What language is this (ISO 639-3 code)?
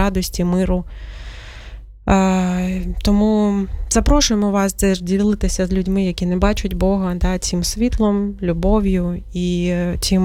ukr